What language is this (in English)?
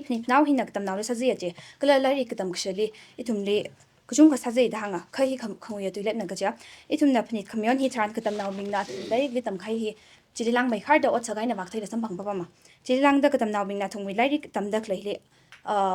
Tangkhul Naga (India)